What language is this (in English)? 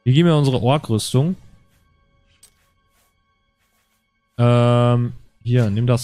German